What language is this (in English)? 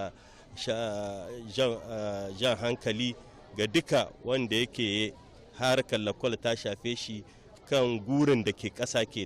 Hausa